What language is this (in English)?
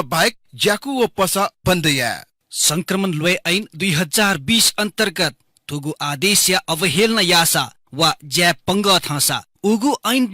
Newari